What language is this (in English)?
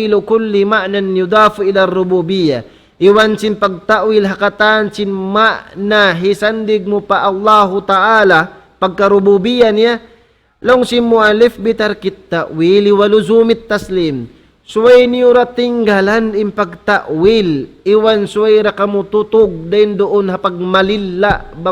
Tausug